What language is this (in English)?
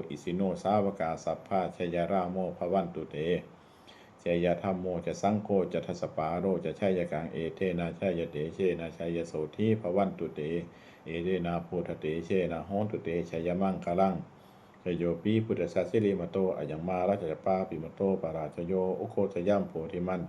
Pali